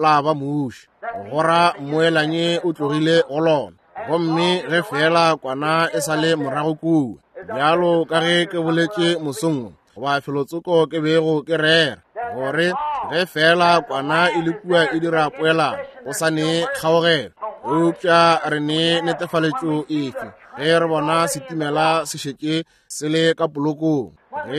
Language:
Northern Sotho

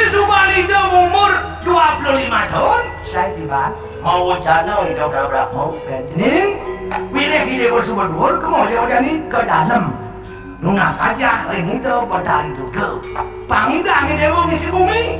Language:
Balinese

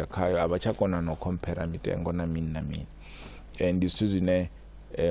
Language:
Venda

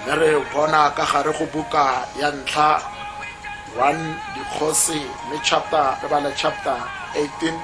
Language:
Tswana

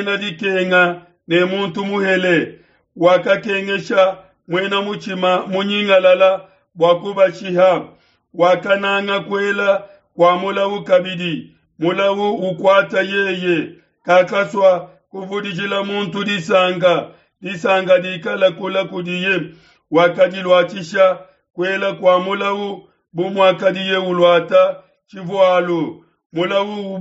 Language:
Luba-Lulua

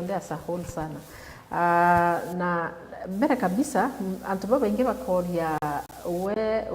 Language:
Meru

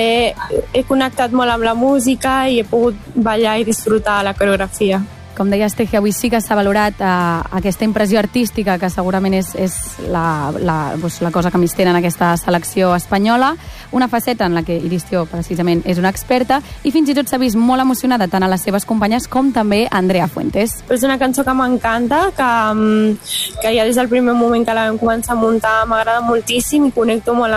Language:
Catalan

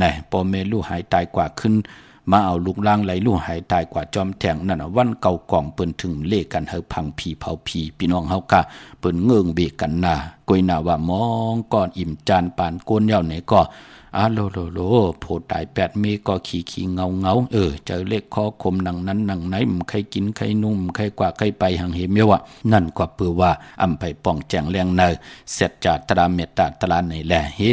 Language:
Shan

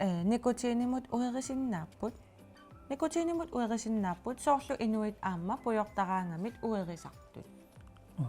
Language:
Kalaallisut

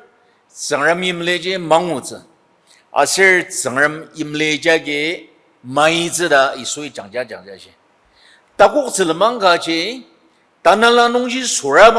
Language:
Ao Naga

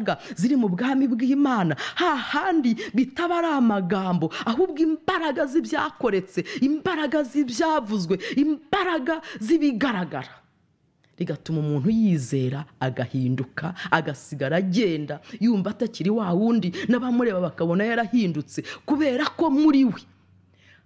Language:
Kinyarwanda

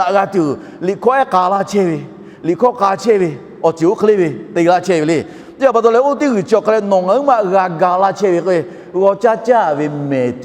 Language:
Lahu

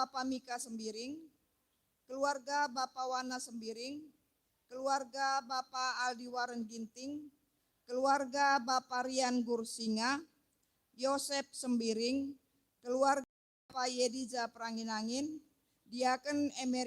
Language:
Batak Karo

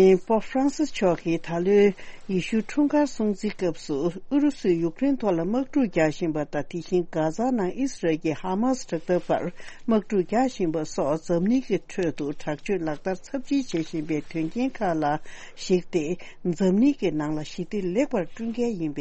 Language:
Tibetan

